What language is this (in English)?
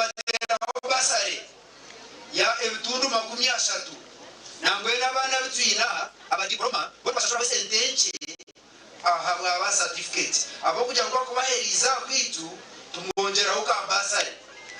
Nyankole